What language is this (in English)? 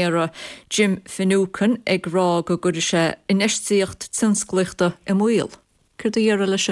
Irish